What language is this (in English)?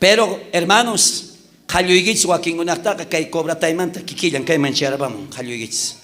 South Bolivian Quechua